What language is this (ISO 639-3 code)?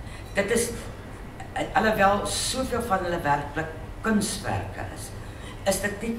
afr